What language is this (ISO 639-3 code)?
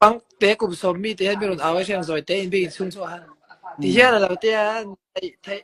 lus